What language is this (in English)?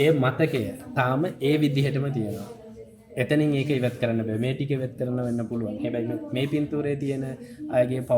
Sinhala